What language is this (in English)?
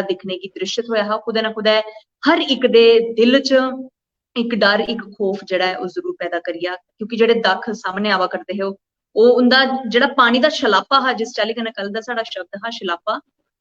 Dogri